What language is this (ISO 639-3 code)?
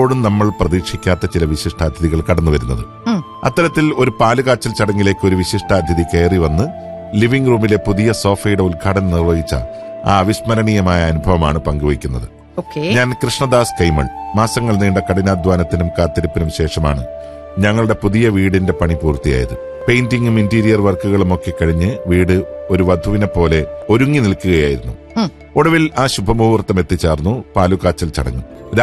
mal